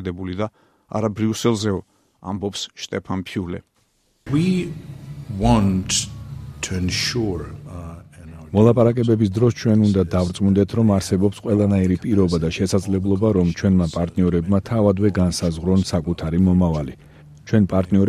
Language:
Georgian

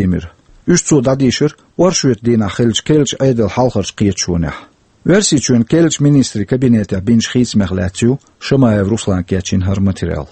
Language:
Chechen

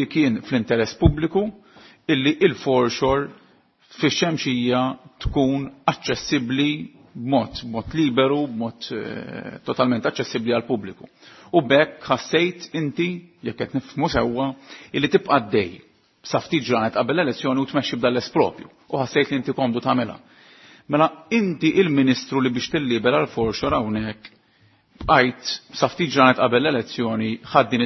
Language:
Maltese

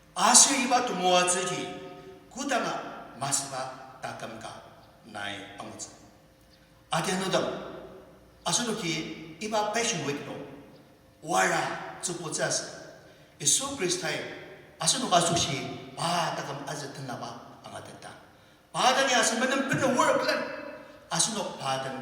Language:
Ao Naga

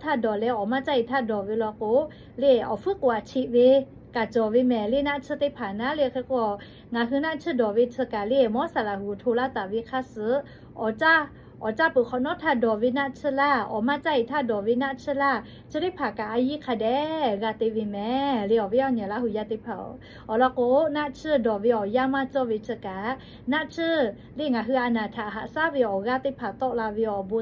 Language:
Lahu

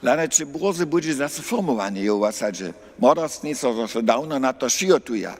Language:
Upper Sorbian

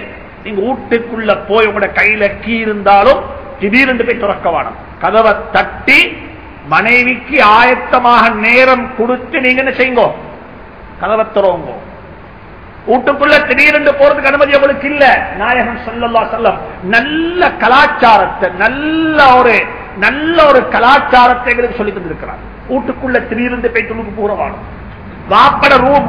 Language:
Tamil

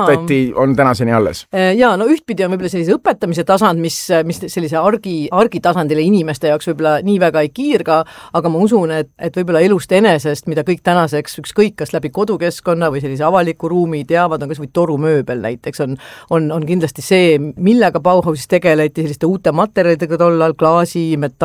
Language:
Estonian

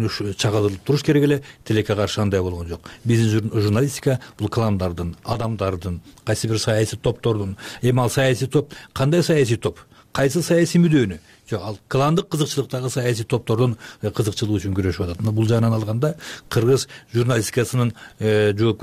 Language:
Kyrgyz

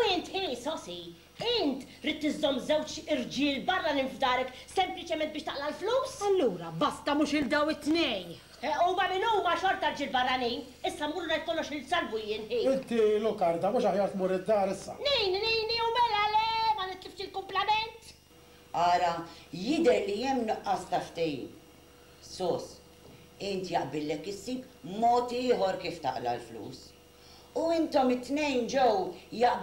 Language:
Maltese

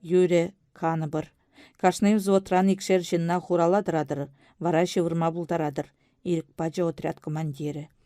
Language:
Chuvash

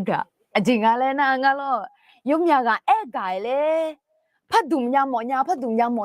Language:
Akha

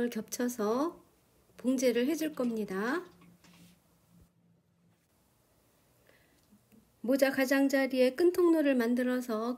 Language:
Korean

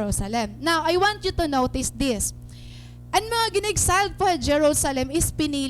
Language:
Waray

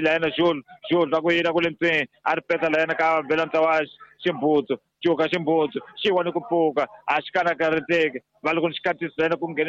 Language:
Tsonga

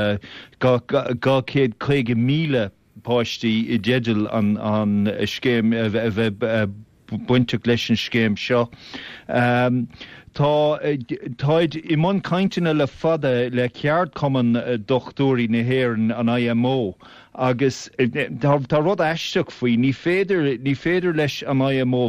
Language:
Irish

